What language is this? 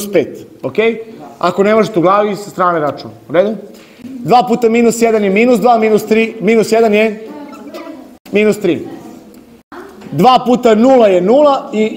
Serbian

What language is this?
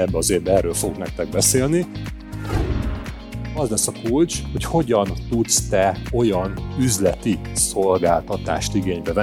Hungarian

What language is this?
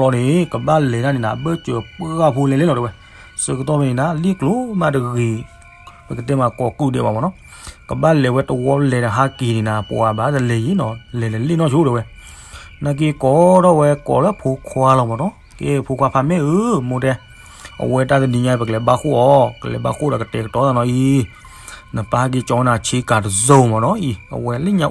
S'gaw Karen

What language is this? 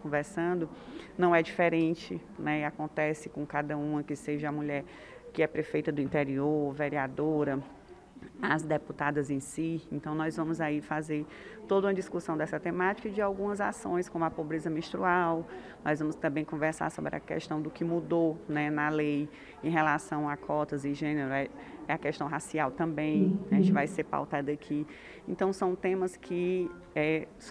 Portuguese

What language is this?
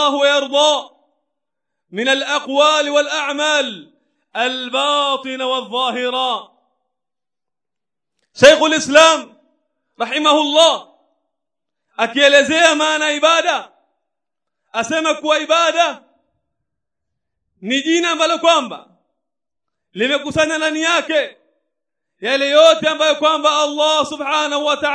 Swahili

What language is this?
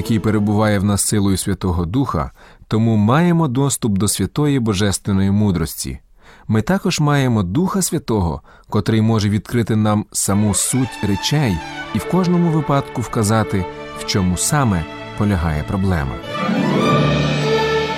Ukrainian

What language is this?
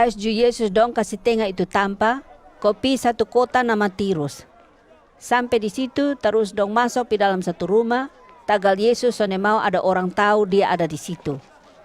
Kupang Malay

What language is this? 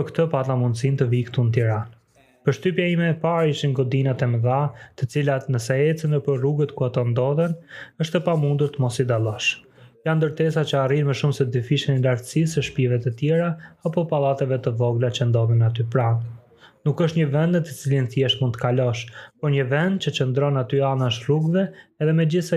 Albanian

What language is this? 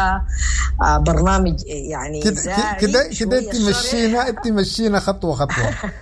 Sudanese Arabic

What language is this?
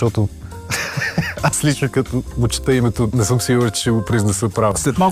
Bulgarian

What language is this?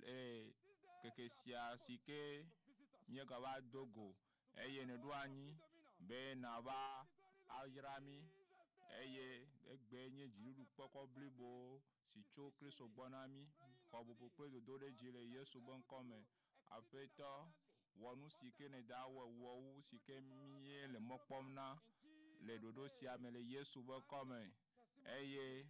Ewe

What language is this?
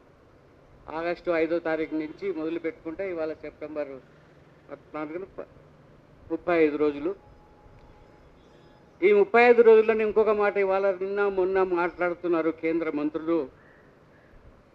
Telugu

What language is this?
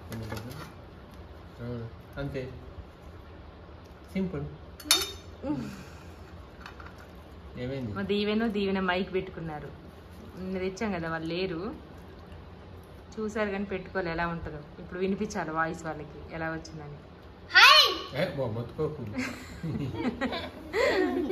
Telugu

